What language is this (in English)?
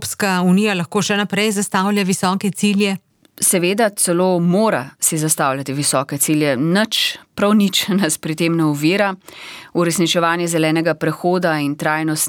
Slovenian